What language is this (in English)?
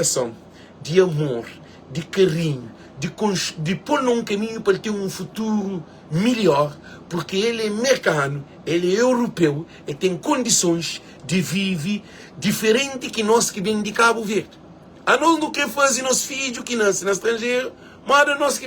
Kabuverdianu